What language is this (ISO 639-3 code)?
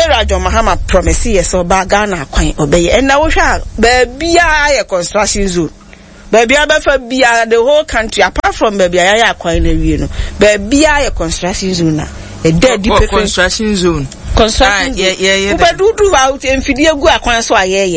aka